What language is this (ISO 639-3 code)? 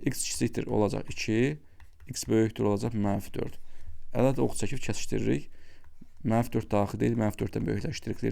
aze